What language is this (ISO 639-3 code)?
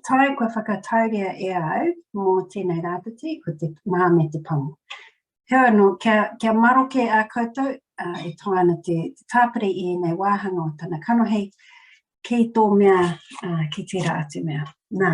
mri